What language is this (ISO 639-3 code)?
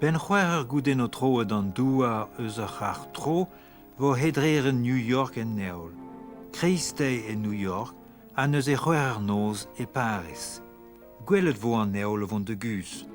bre